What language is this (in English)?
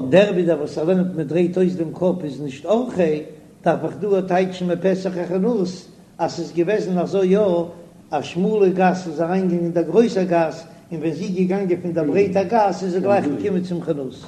Yiddish